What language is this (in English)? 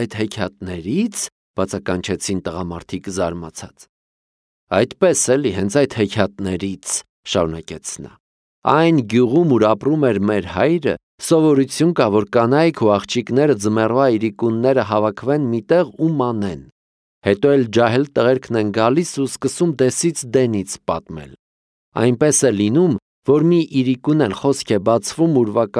Armenian